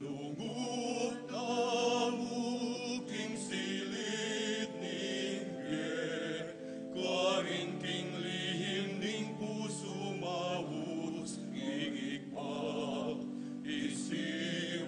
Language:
Pampanga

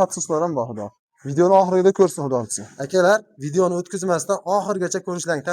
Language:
Uzbek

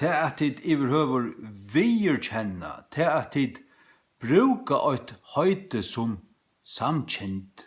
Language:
Faroese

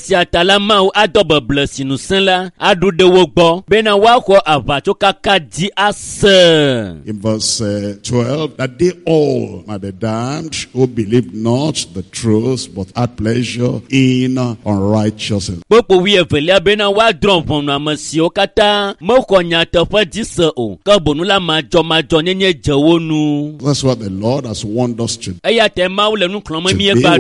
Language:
Ewe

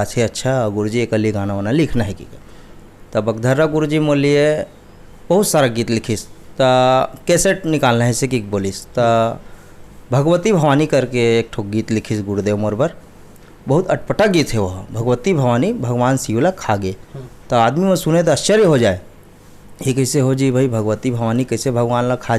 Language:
Chhattisgarhi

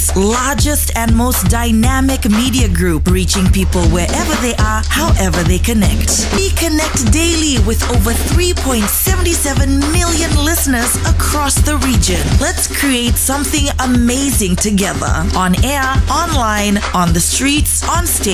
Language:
Fijian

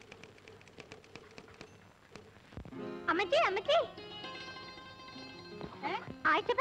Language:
Malayalam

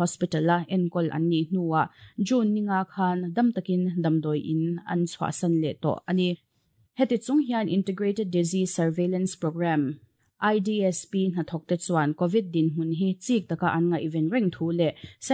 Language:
Mizo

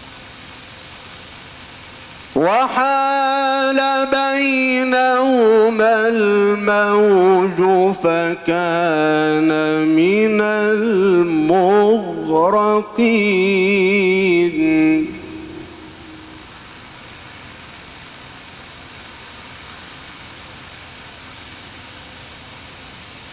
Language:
Arabic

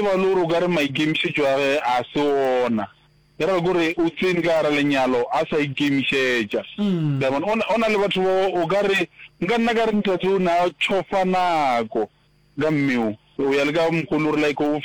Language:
Northern Sotho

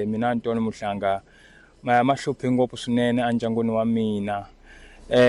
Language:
Tsonga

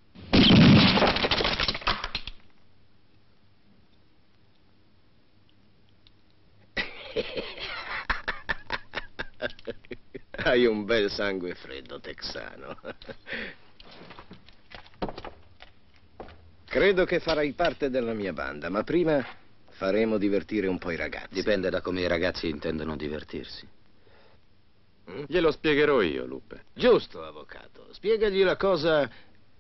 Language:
Italian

